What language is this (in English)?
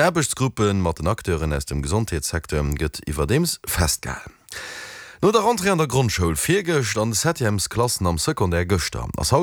Luxembourgish